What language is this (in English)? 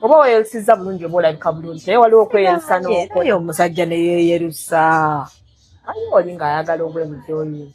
Ganda